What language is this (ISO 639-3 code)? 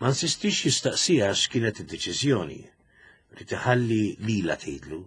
mlt